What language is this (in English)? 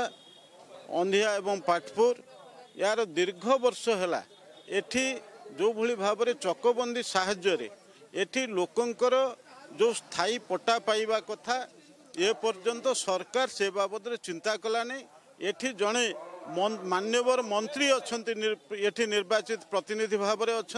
Odia